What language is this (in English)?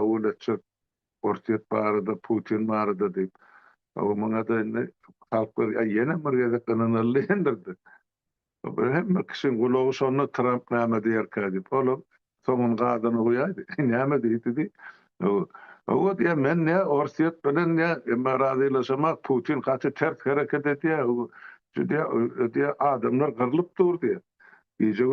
Turkmen